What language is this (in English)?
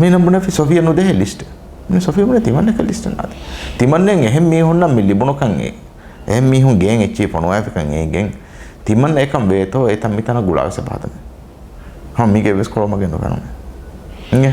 Divehi